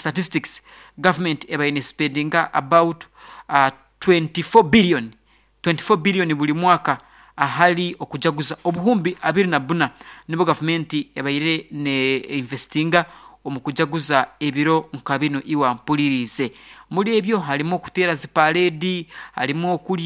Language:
Nyoro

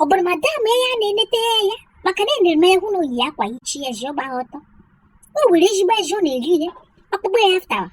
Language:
Igbo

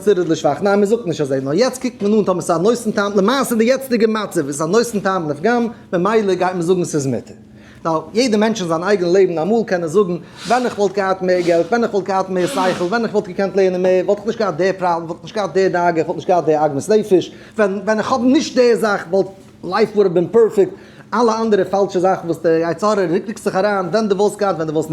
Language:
Yiddish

